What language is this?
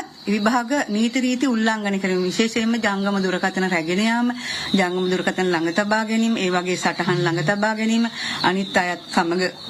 Sinhala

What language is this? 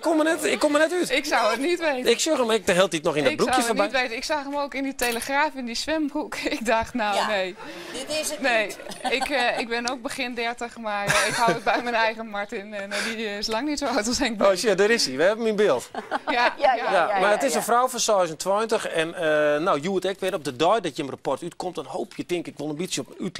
Western Frisian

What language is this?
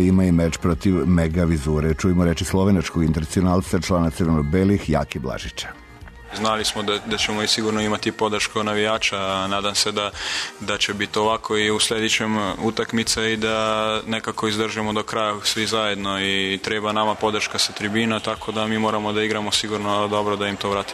Serbian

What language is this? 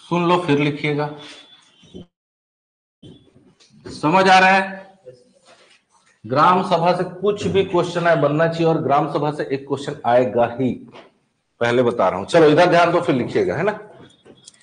Hindi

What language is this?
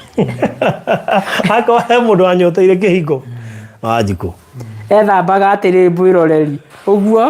Kikuyu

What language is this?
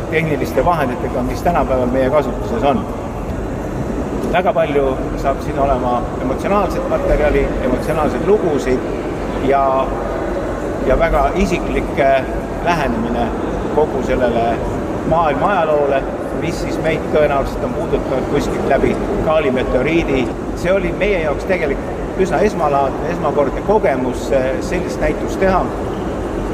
Estonian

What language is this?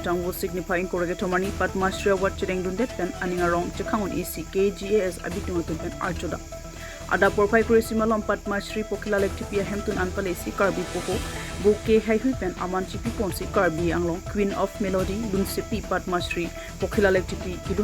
Karbi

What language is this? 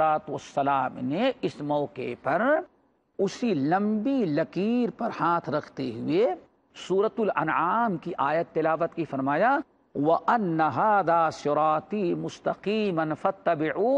Urdu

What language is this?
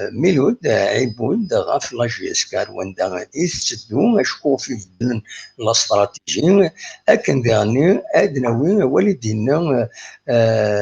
Kabyle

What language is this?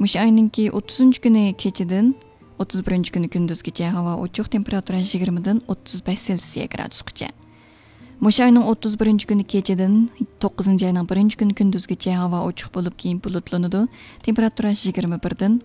Uyghur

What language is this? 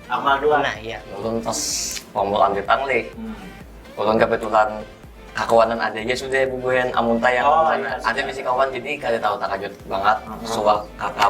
Banjar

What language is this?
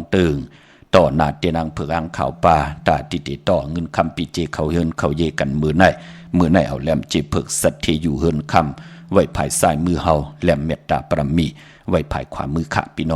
Shan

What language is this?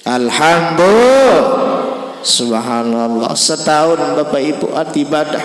Sasak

